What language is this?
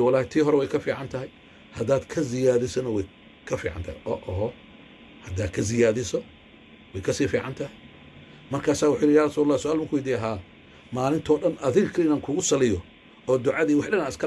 Somali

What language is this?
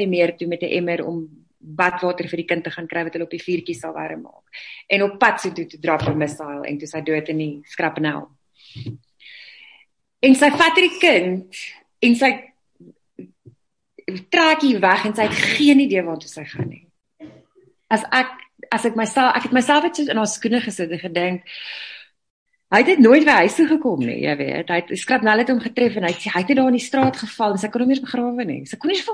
Afrikaans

